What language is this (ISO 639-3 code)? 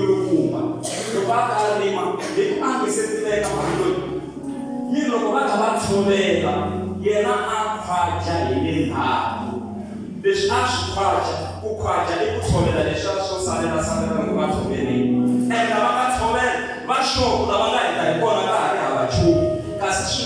tso